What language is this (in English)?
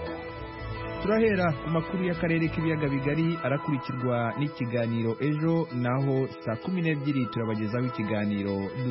Kinyarwanda